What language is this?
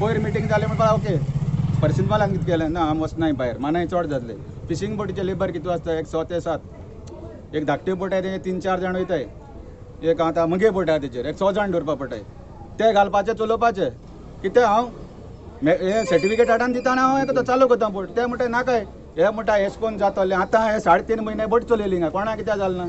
Konkani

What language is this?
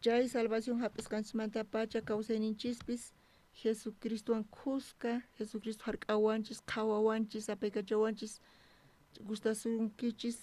South Bolivian Quechua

